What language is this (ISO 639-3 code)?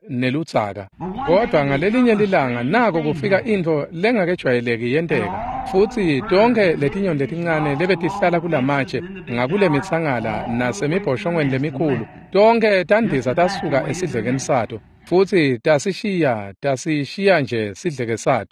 ssw